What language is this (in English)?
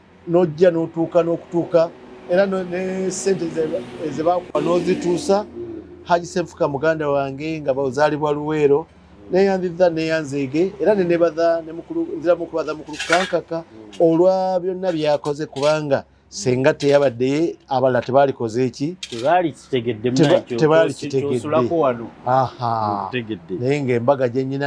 Ganda